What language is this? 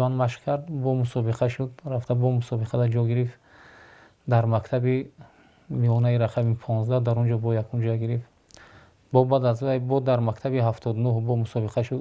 Tajik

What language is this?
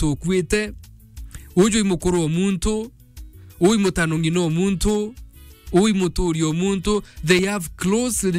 Meru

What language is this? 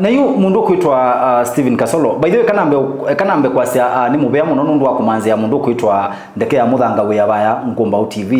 Kamba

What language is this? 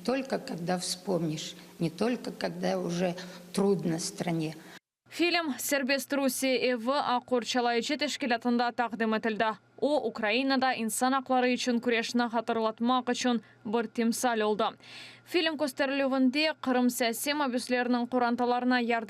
Crimean Tatar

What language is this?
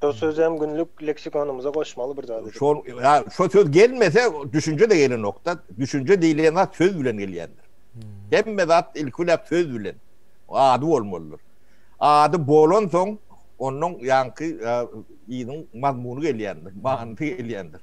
Turkmen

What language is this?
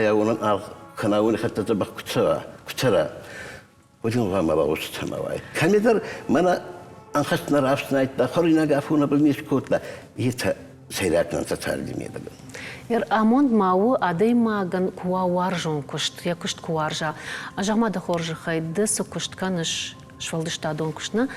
Ossetic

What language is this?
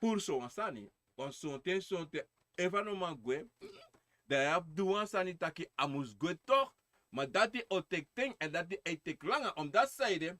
Sranan Tongo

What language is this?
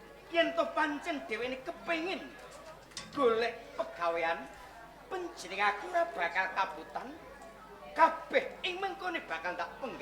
Javanese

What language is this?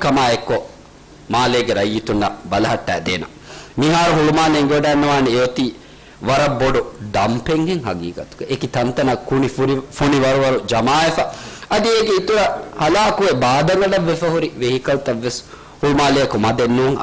Divehi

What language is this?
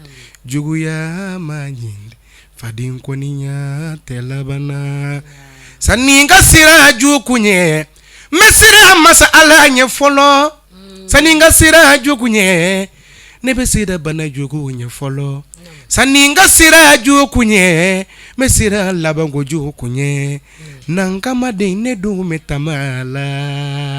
Bambara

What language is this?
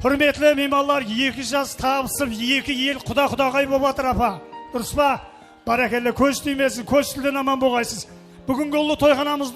Kara-Kalpak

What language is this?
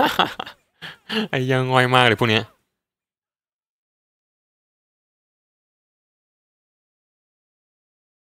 Thai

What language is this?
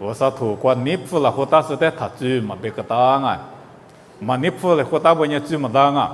Lisu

